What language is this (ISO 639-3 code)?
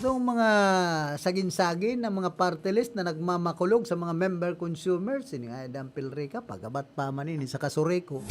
bik